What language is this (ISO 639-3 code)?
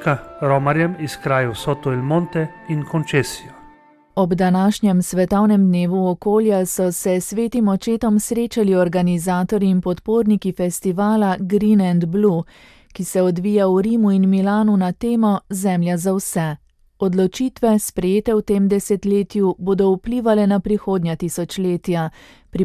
slv